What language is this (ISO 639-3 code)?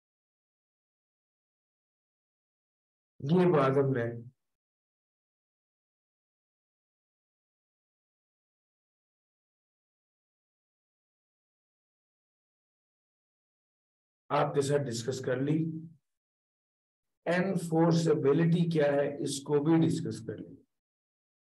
hin